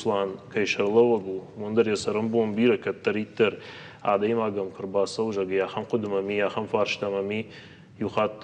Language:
Ossetic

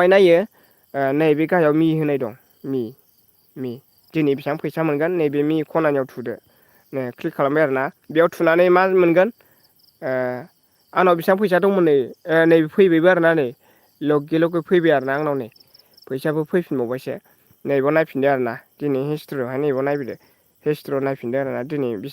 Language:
Bodo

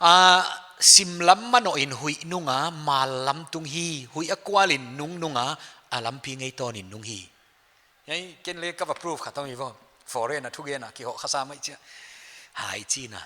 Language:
Paite Chin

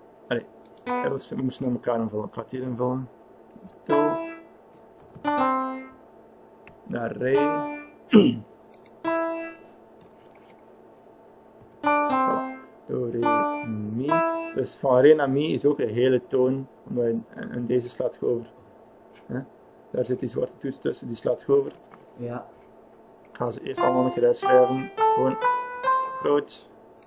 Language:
Dutch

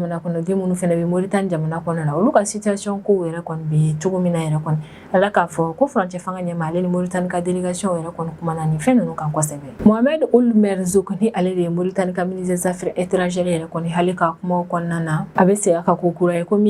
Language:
Bambara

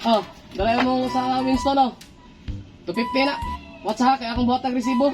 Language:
Cebuano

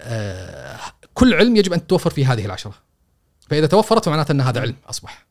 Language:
Gulf Arabic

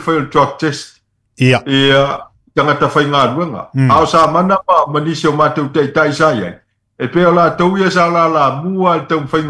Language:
Samoan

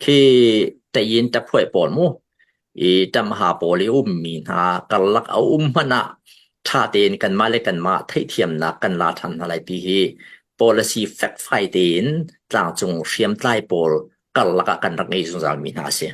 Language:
Hakha Chin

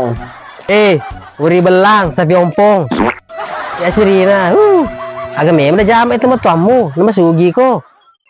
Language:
Buginese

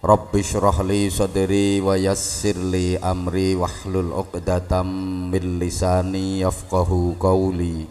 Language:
Javanese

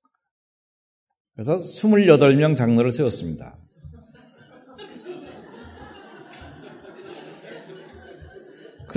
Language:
Korean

